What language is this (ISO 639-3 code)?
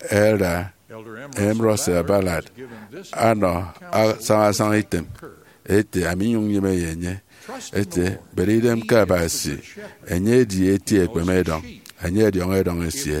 efi